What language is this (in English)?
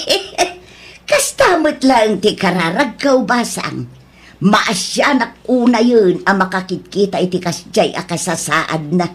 Iloko